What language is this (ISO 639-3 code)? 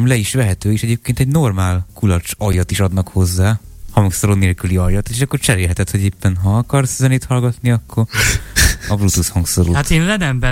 hun